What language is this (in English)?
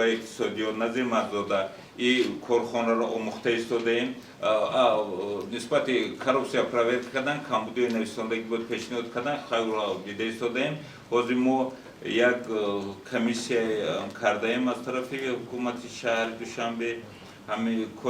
Tajik